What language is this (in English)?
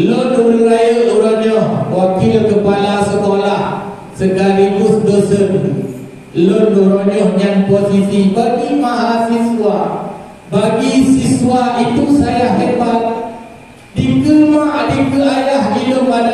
Achinese